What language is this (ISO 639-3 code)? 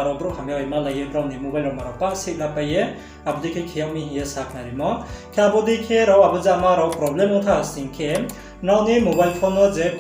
ria